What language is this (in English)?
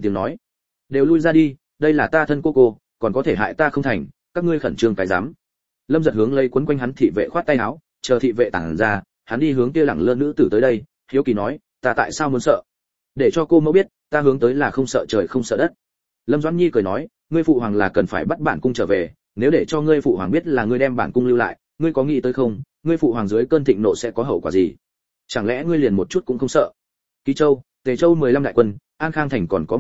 Vietnamese